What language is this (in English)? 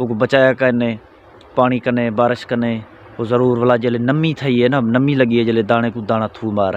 Saraiki